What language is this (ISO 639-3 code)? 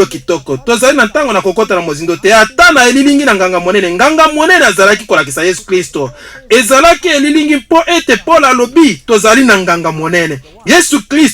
lin